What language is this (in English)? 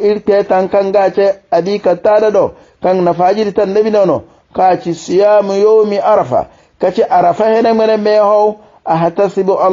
Hausa